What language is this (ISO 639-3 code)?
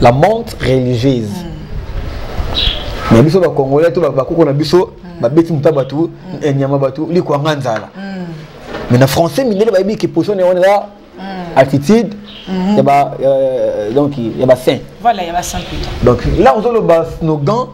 lin